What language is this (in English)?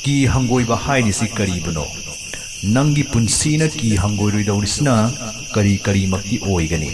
Manipuri